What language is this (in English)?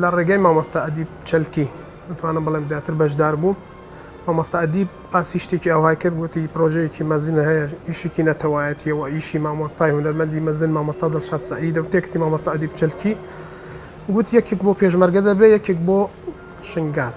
Kurdish